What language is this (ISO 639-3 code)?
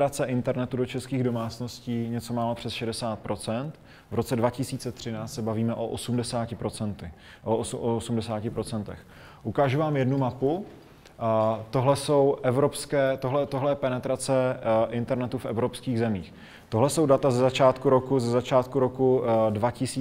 ces